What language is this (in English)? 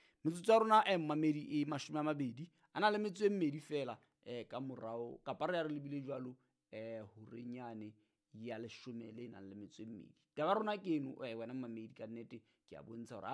Southern Sotho